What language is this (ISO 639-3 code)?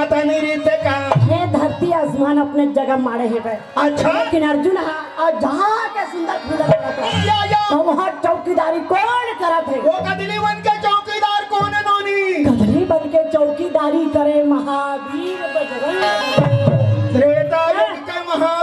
hne